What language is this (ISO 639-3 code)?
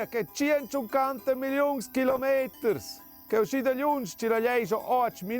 roh